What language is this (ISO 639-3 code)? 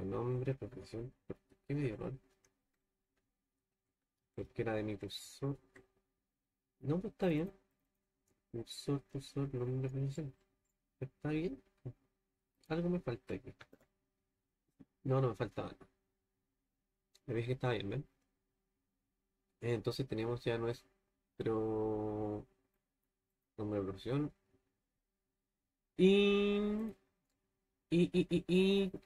spa